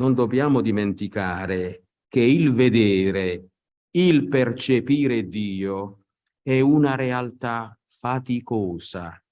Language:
Italian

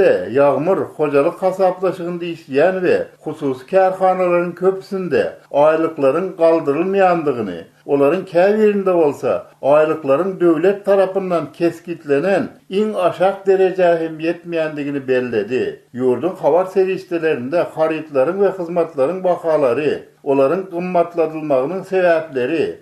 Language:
Turkmen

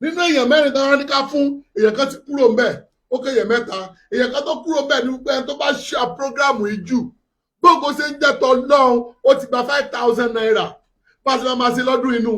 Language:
Yoruba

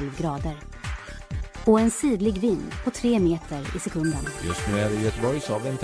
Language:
Swedish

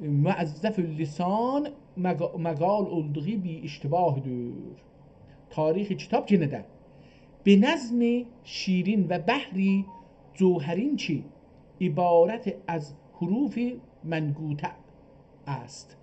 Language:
South Azerbaijani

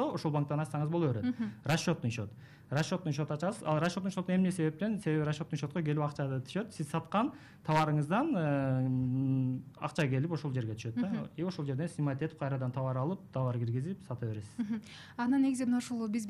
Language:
Kyrgyz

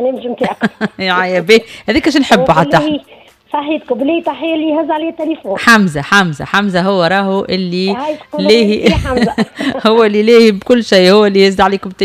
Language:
Tunisian Arabic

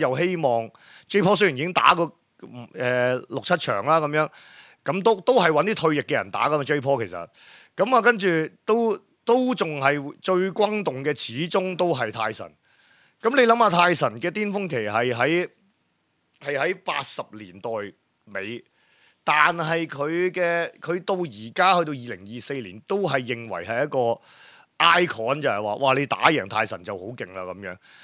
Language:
Cantonese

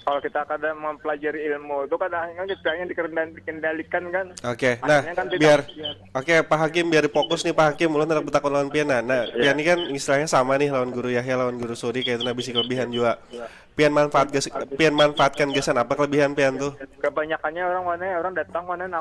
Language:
Banjar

